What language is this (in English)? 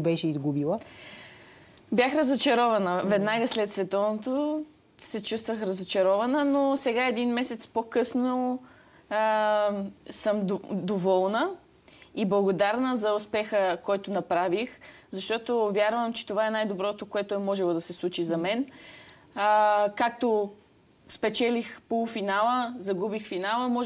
Bulgarian